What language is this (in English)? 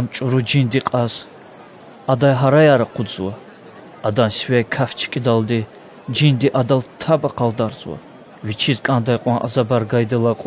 Lezghian